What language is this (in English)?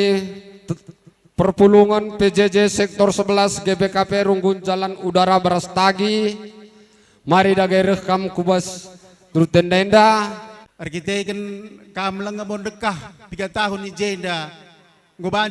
Batak Karo